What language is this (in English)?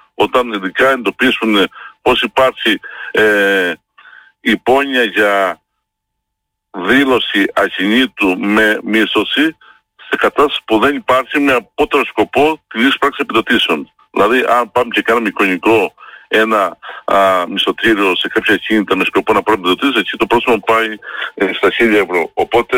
Greek